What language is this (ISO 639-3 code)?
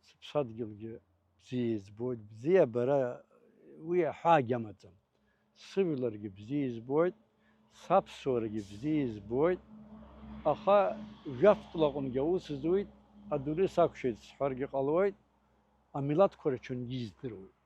abk